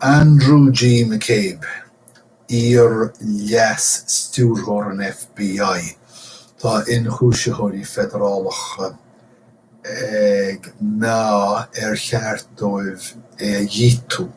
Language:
Irish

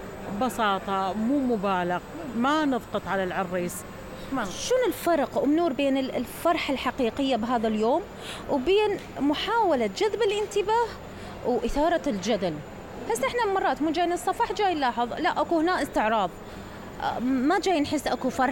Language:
Mesopotamian Arabic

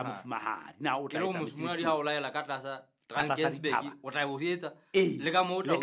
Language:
Southern Sotho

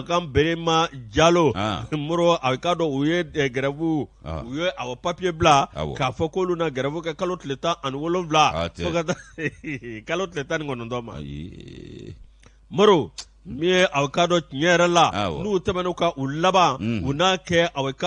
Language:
Bambara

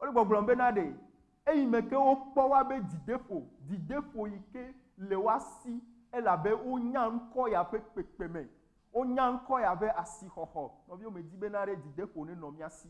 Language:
Ewe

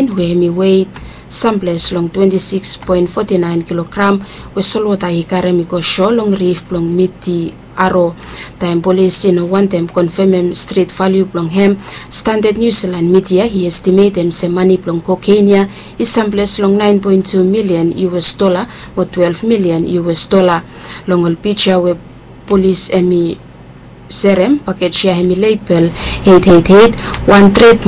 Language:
Bislama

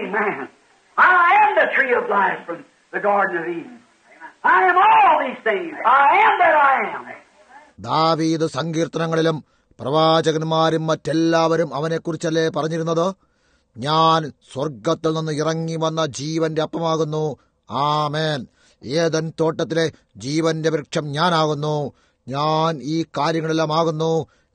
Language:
Malayalam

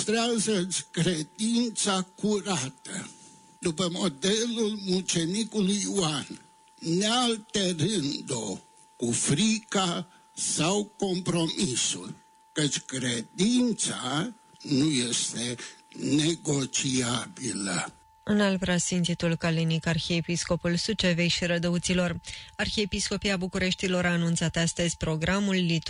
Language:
Romanian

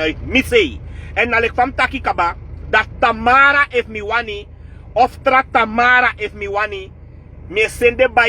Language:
Sranan Tongo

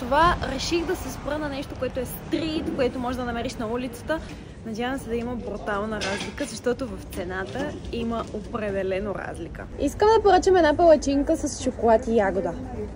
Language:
Bulgarian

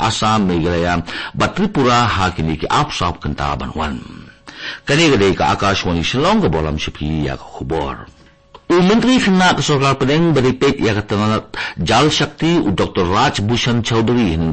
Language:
Khasi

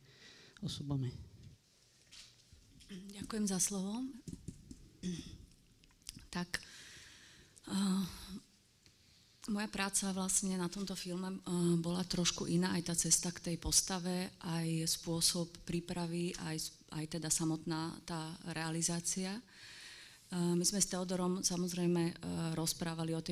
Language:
Slovak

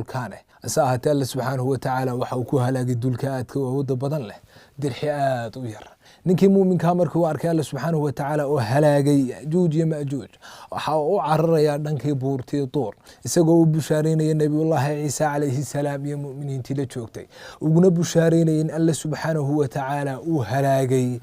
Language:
Somali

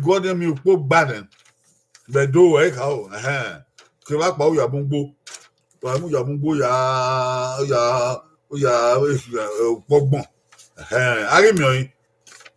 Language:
Bini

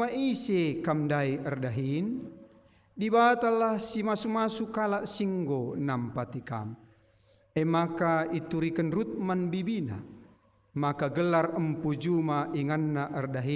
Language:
Batak Karo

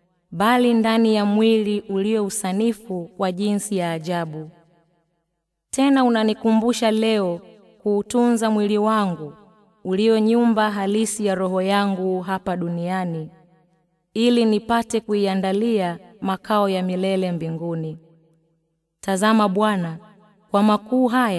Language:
Swahili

